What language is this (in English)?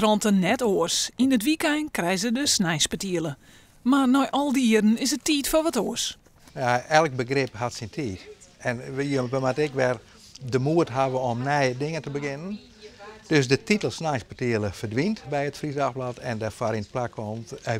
Western Frisian